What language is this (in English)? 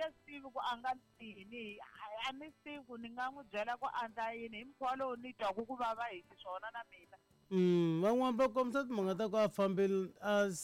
Tsonga